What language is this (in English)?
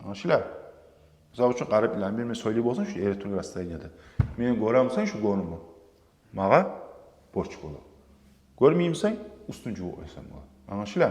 Kumyk